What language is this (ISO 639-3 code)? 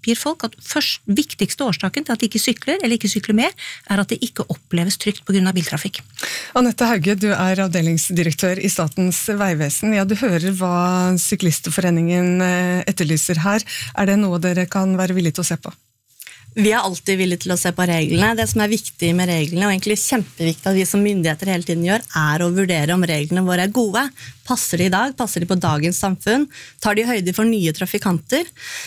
nor